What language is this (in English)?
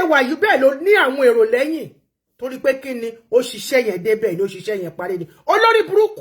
Yoruba